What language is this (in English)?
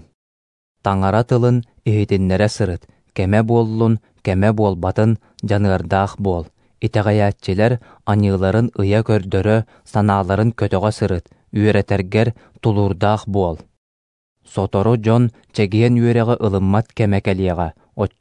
Yakut